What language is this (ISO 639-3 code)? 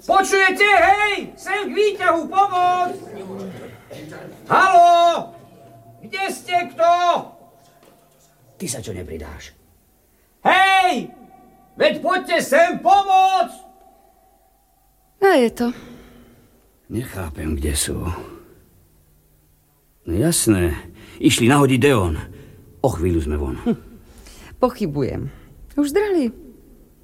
slk